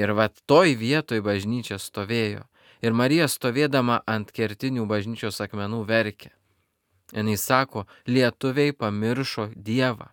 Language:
Lithuanian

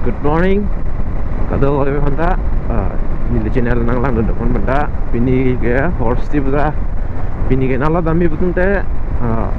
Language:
Karbi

